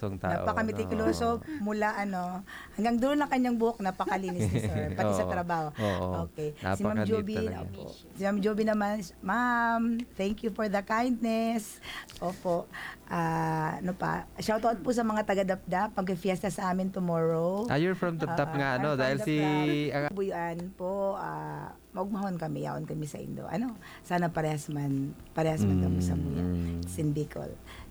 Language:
Filipino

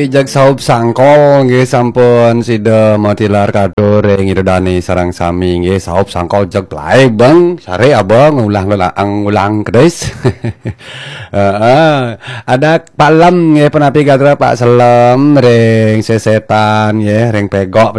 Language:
Balinese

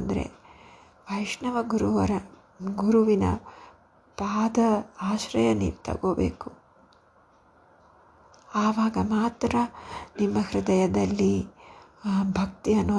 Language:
Kannada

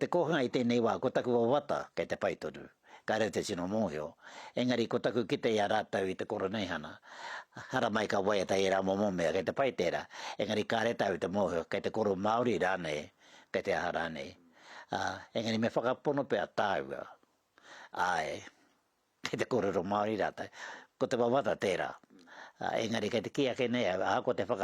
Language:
Māori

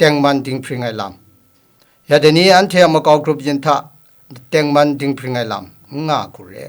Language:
Kachin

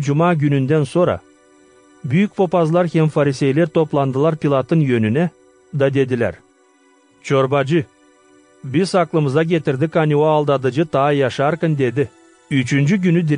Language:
Gagauz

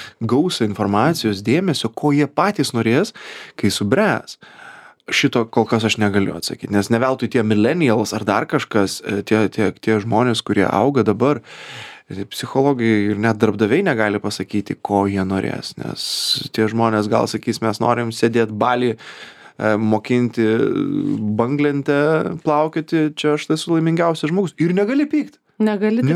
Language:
Lithuanian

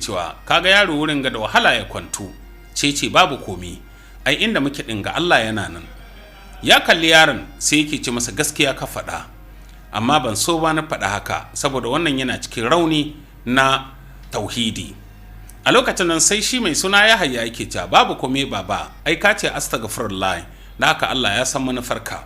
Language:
Hausa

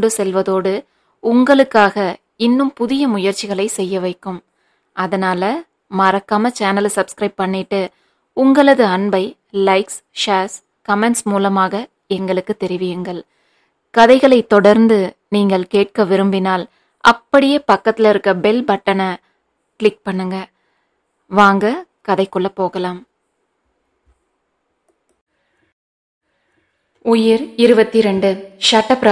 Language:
Tamil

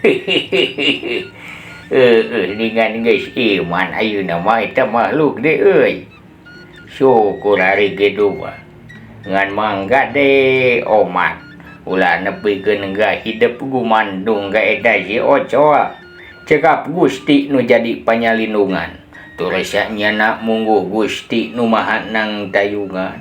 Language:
Sundanese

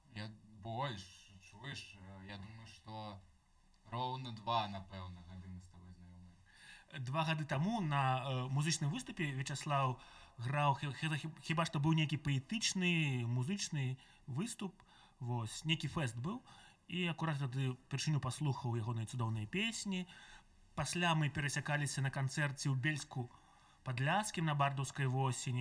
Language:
Belarusian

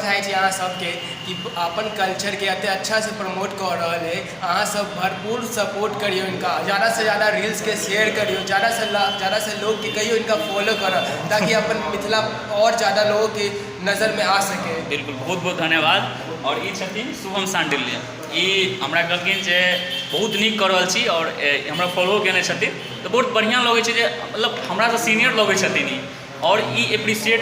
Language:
Maithili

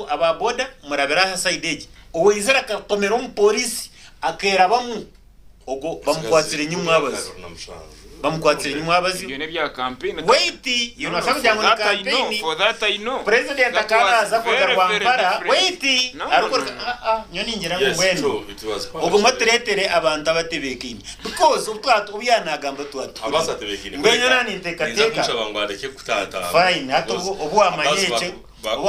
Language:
Nyankole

